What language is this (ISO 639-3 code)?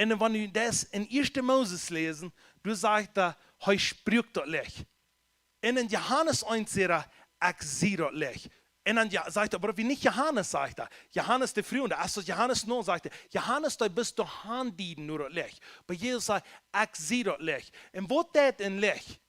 pdt